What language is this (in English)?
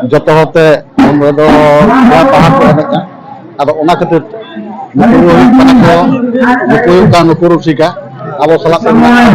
Santali